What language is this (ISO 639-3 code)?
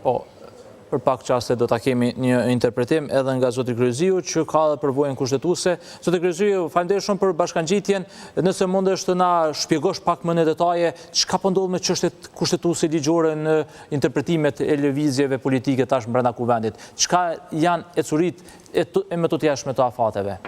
sqi